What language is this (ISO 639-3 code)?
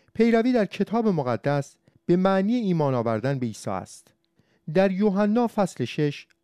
fas